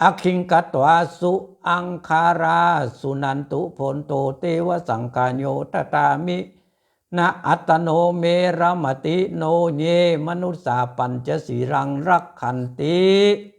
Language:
Pali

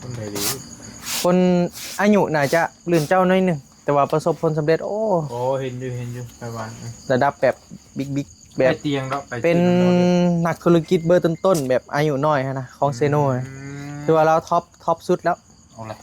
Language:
Northeastern Thai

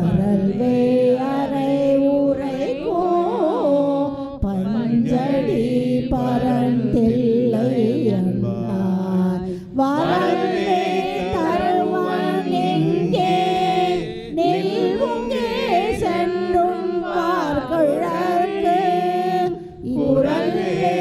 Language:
Tamil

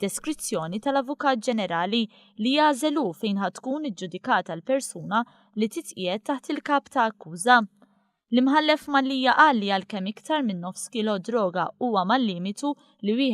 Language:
Maltese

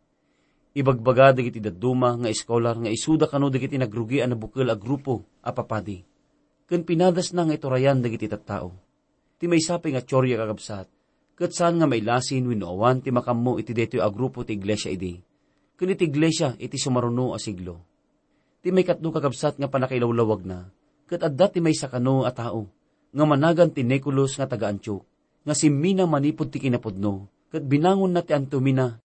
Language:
Iloko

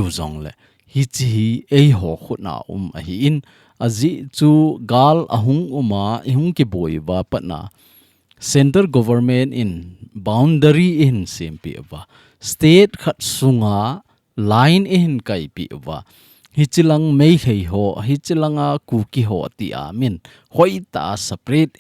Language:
Thado Chin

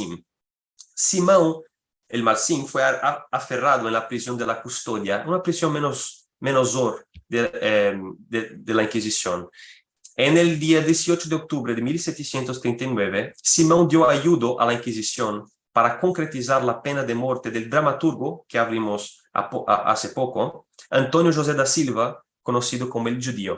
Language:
Ladino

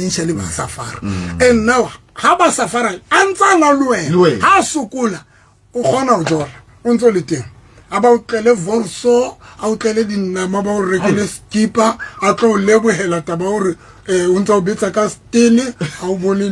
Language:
Southern Sotho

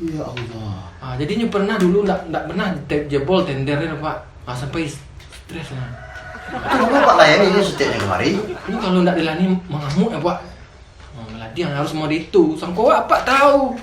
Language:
Minangkabau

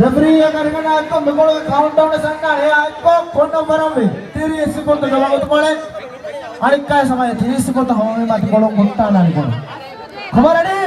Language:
Divehi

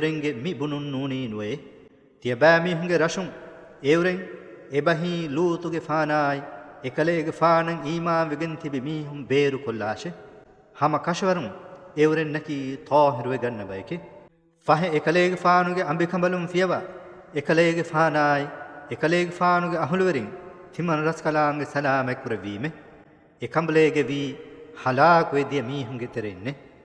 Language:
Divehi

